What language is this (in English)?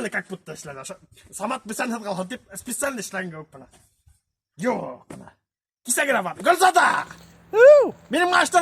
Bashkir